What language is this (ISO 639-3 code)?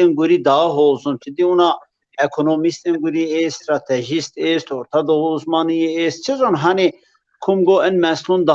zza